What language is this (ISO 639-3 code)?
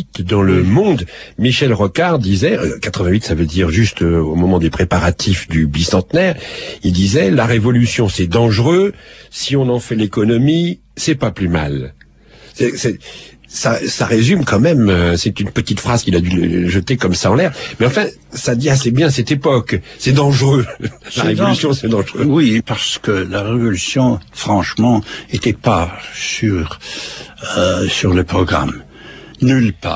fra